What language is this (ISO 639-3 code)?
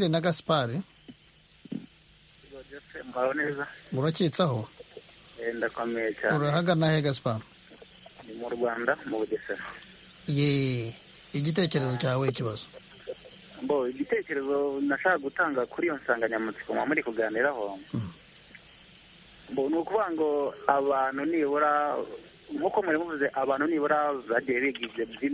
kin